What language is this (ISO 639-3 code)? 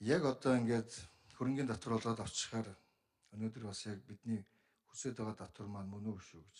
mon